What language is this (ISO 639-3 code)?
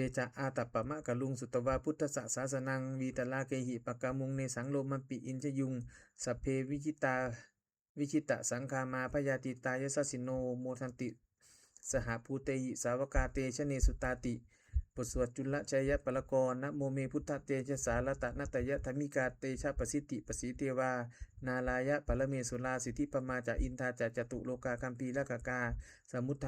pli